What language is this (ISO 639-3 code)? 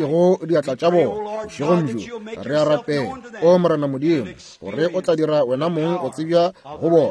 nso